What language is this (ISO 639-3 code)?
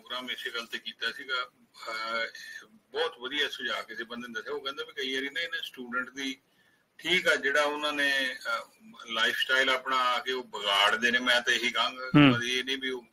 pan